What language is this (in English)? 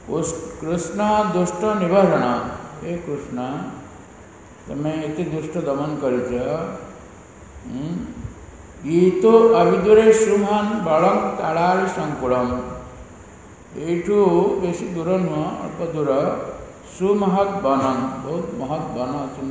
Odia